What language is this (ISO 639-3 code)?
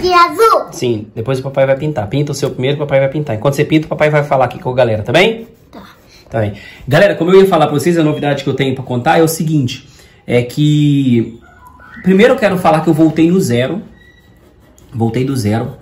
por